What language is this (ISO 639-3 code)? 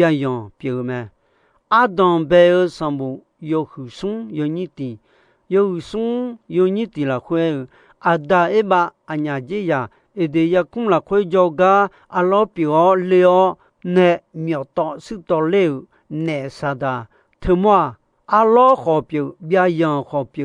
ahk